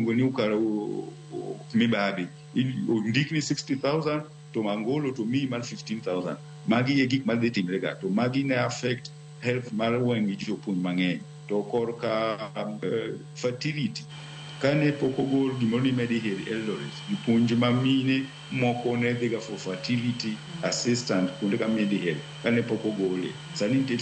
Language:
Luo (Kenya and Tanzania)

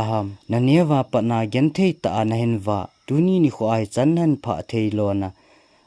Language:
Thado Chin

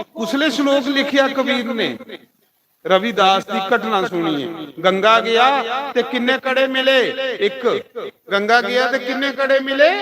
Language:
Dogri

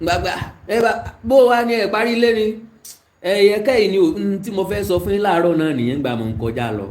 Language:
Yoruba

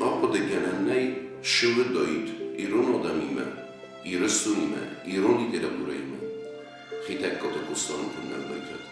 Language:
Ossetic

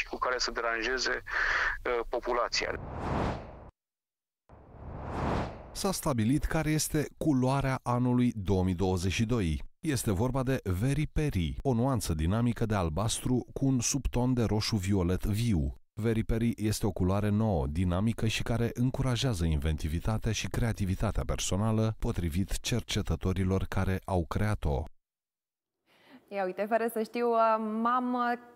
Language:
Romanian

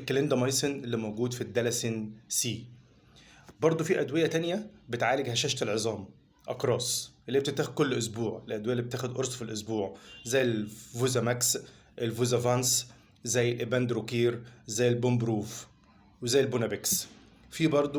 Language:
Egyptian Arabic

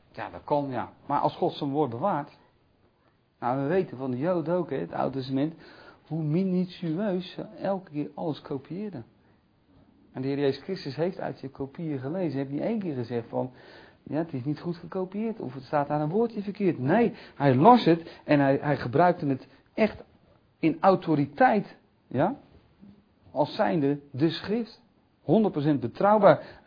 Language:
Dutch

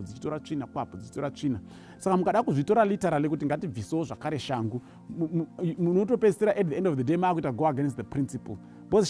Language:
Shona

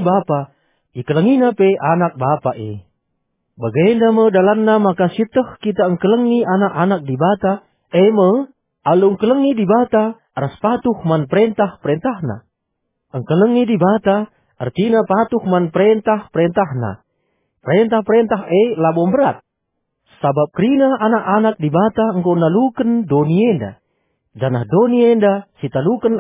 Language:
Batak Karo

